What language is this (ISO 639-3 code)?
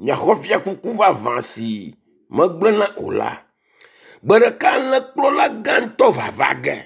ewe